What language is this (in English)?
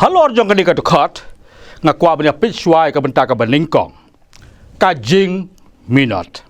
Khasi